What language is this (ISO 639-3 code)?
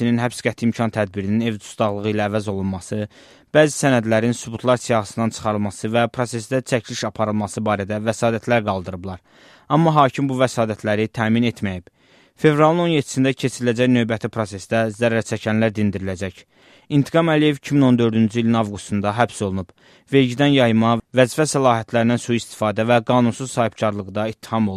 aze